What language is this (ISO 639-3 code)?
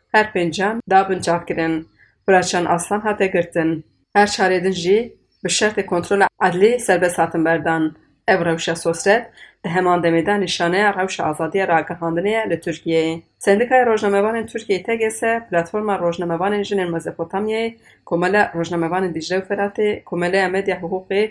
kur